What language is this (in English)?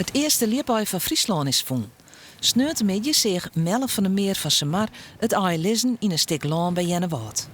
Western Frisian